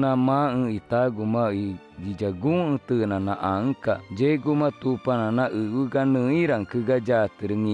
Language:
Ticuna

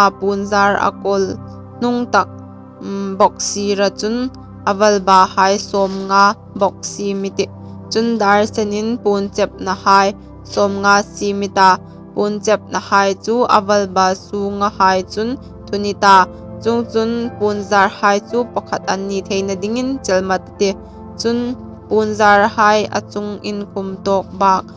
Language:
Hmar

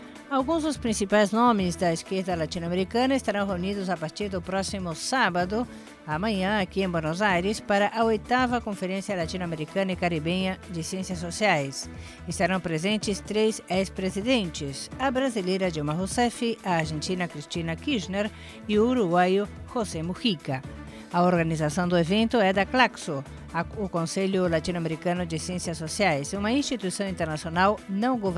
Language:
Portuguese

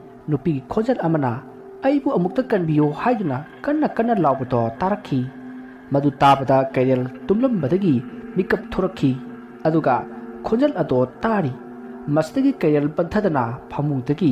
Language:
Manipuri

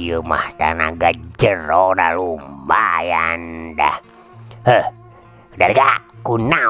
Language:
Sundanese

